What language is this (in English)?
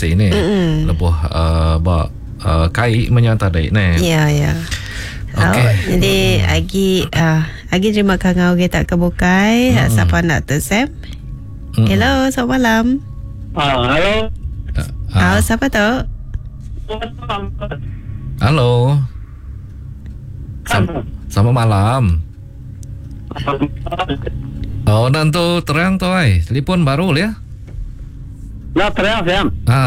Iban